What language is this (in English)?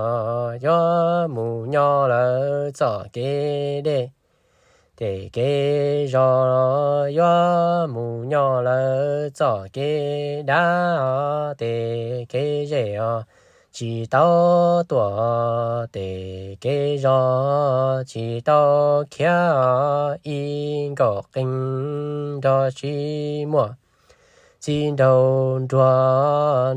Hmong